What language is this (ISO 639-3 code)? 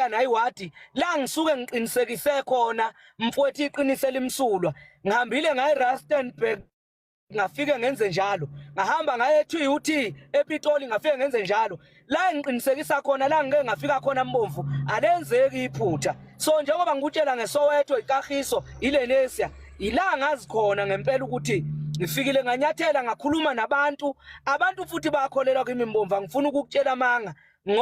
zul